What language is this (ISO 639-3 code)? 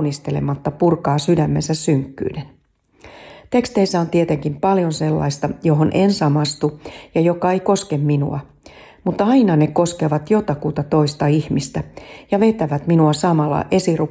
fin